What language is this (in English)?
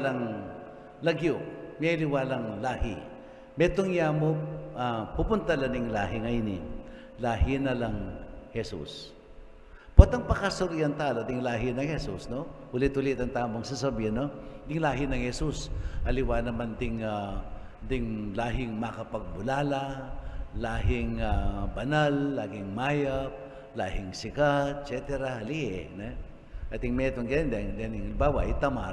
Pampanga